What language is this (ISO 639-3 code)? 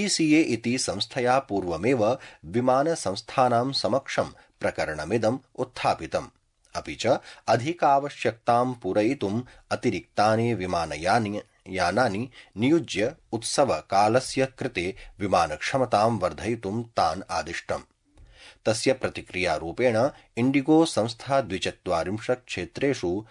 san